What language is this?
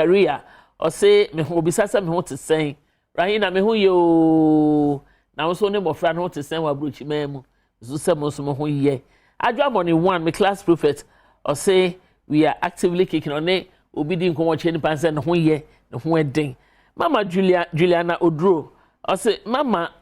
Akan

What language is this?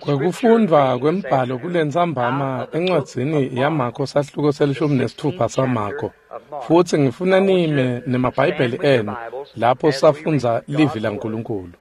Swati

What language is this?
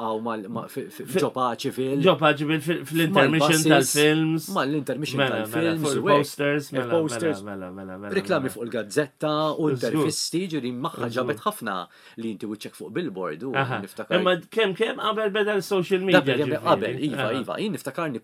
Maltese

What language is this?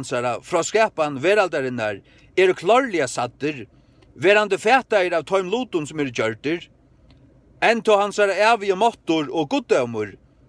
Faroese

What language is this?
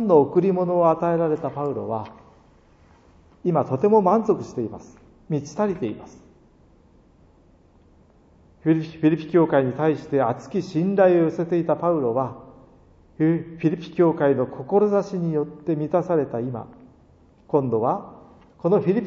Japanese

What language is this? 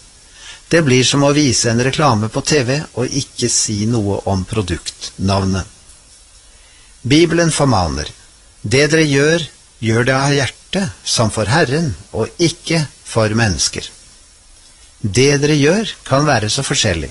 Norwegian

